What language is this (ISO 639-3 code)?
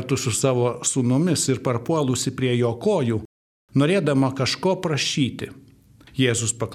lit